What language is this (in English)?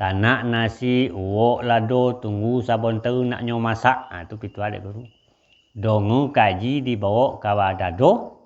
Minangkabau